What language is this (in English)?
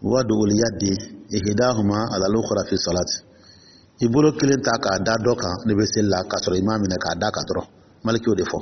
Dyula